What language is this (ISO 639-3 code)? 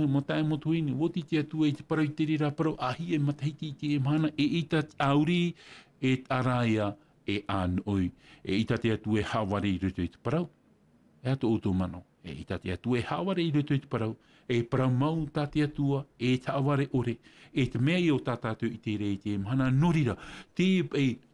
tah